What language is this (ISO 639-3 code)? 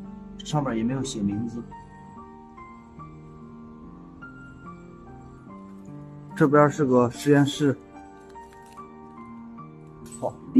zho